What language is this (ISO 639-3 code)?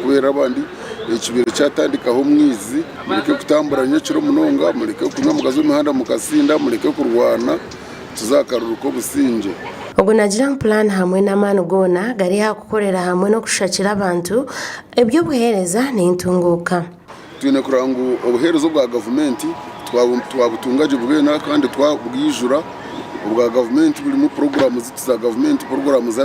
nyn